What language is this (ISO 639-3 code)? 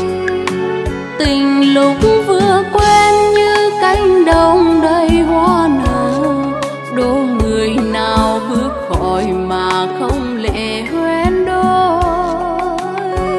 vie